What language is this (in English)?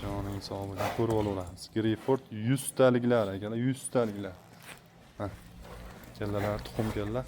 Uzbek